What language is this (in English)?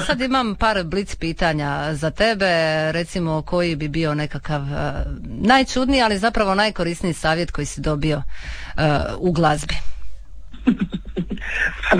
Croatian